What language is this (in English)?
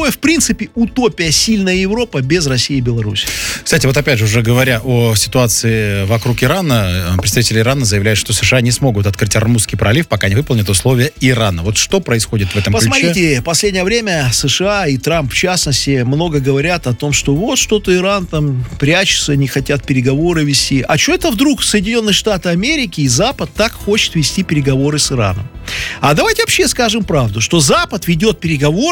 Russian